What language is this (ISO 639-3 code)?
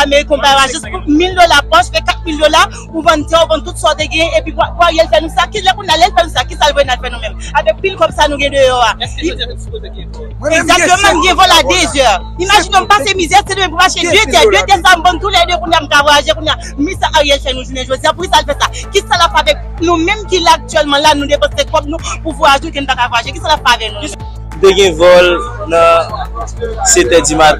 hat